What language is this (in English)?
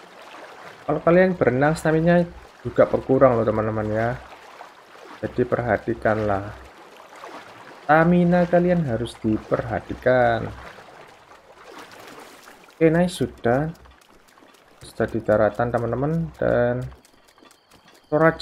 Indonesian